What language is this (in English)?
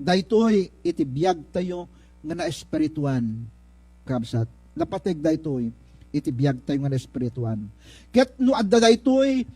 Iloko